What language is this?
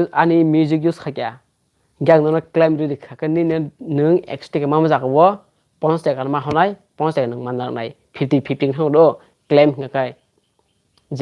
Kok Borok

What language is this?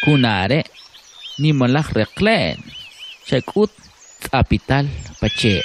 Kʼicheʼ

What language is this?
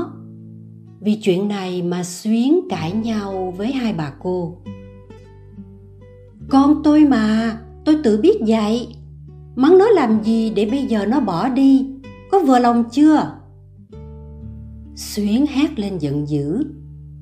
Vietnamese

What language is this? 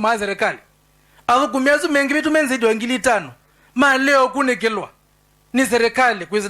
Kamba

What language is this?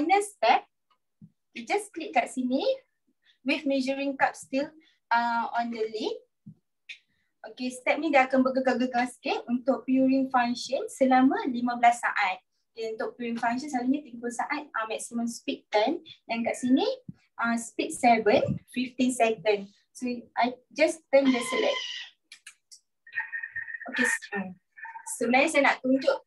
Malay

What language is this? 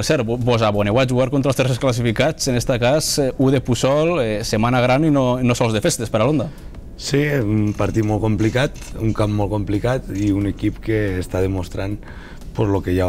Catalan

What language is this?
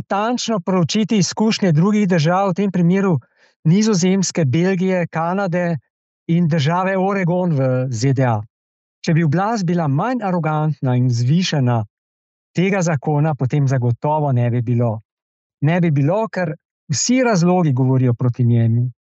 Slovenian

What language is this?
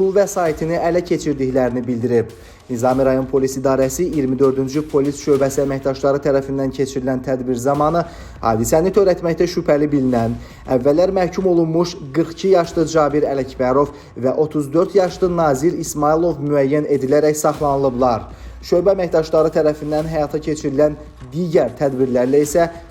Azerbaijani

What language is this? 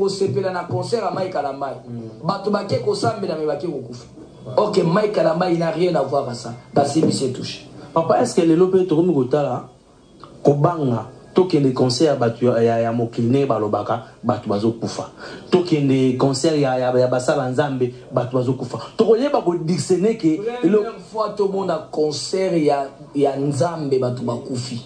Lingala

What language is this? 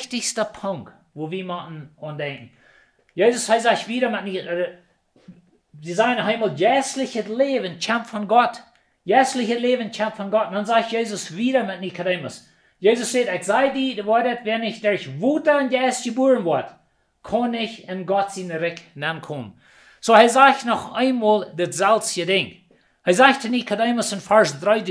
Plautdietsch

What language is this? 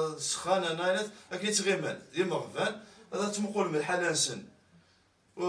Kabyle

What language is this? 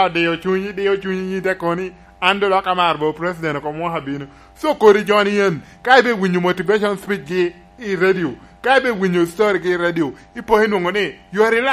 Lango (Uganda)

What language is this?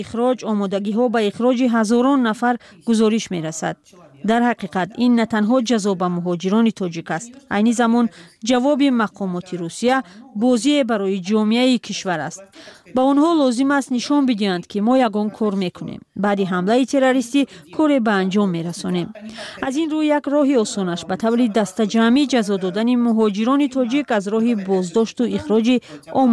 Tajik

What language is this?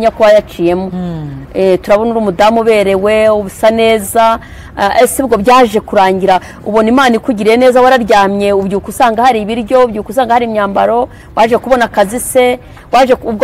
Kinyarwanda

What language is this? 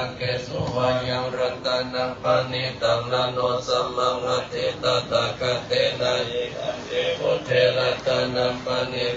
Pali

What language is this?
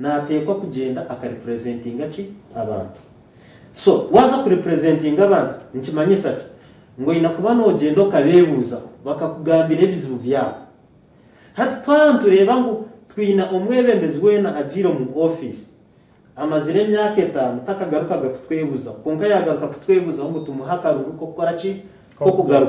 Nyankole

